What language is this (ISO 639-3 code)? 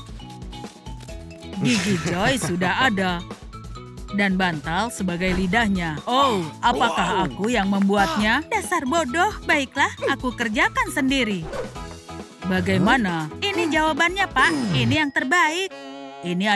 ind